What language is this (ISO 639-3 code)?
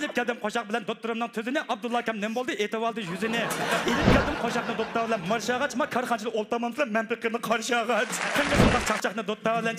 uig